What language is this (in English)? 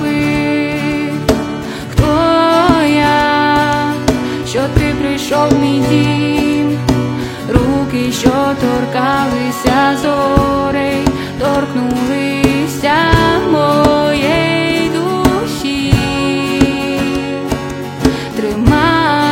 Ukrainian